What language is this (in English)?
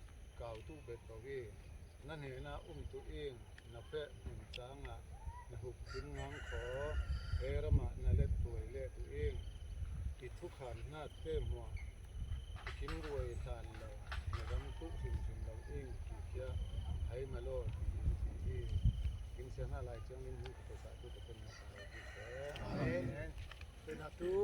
Falam Chin